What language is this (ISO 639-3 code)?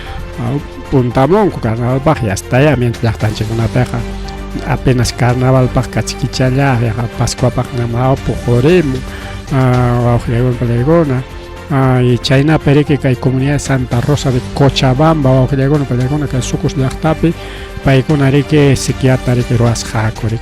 quy